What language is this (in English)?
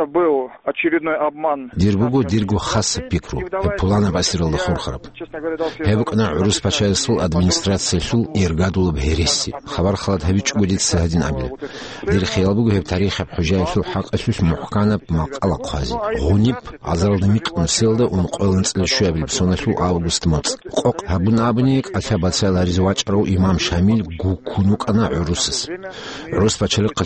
Avaric